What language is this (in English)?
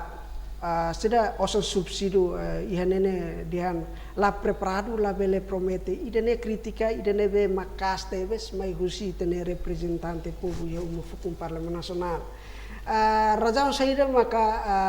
Tetum